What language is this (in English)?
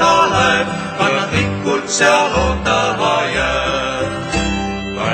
Estonian